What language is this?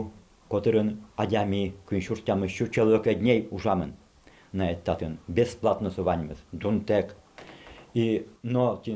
Udmurt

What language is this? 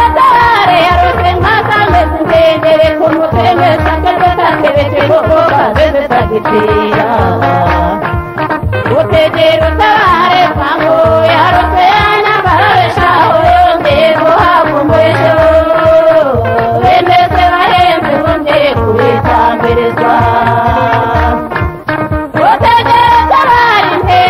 Kinyarwanda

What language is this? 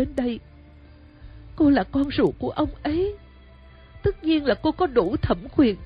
Vietnamese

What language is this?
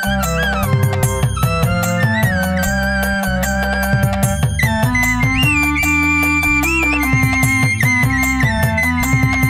Malayalam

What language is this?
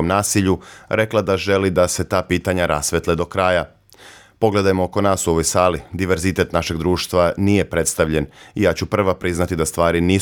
Serbian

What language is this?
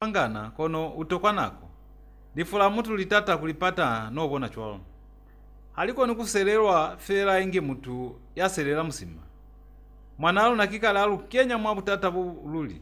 Lozi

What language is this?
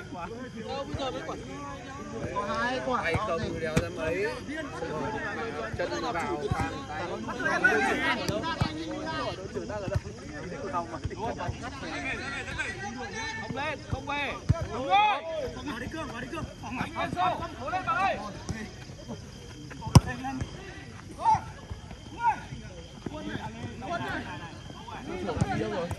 Vietnamese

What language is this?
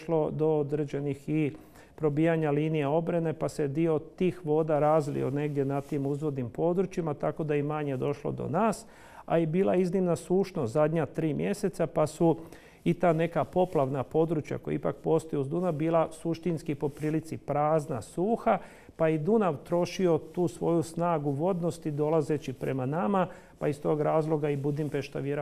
Croatian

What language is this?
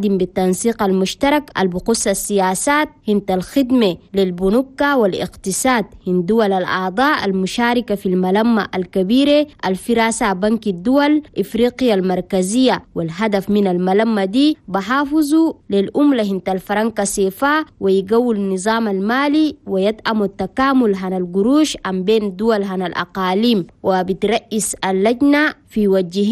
Chadian Arabic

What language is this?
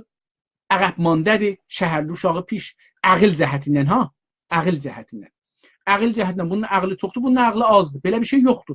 South Azerbaijani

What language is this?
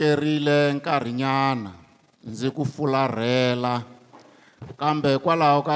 Tsonga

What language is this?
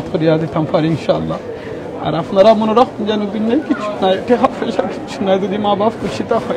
Sylheti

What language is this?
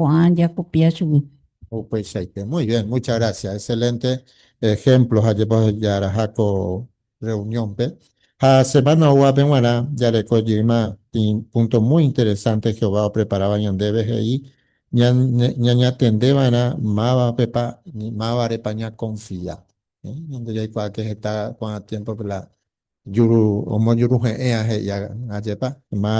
Guarani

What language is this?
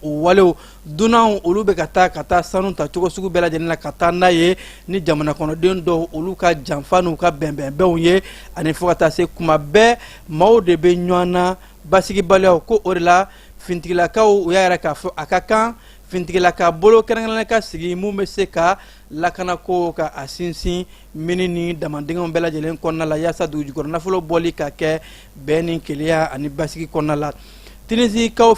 Bambara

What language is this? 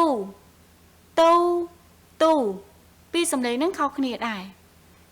Khmer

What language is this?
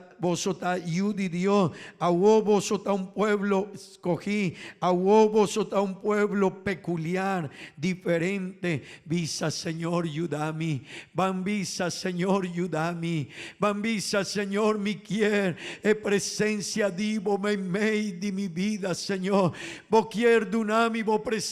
Papiamento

